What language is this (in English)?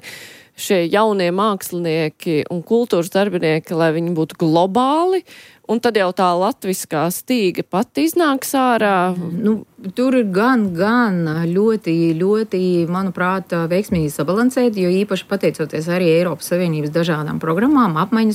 Latvian